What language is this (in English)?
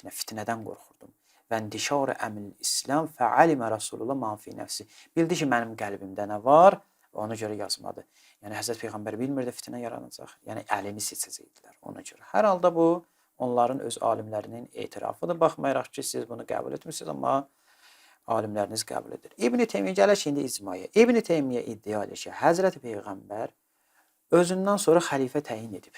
Azerbaijani